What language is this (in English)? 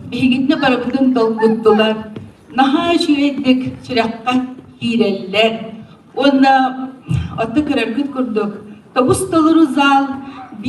Yakut